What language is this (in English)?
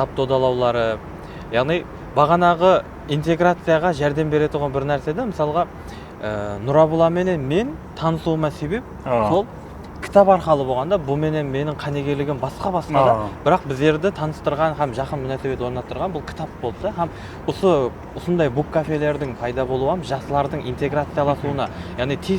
Kara-Kalpak